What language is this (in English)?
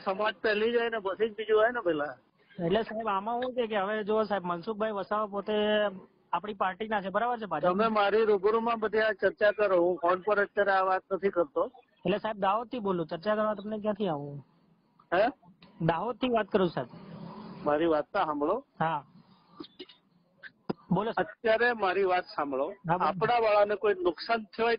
Gujarati